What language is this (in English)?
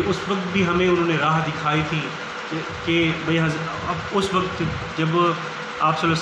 Urdu